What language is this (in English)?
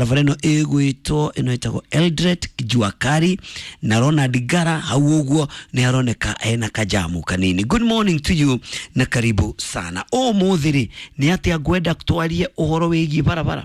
Kikuyu